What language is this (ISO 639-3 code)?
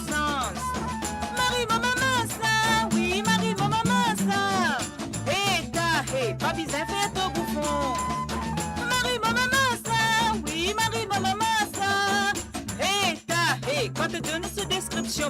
mfe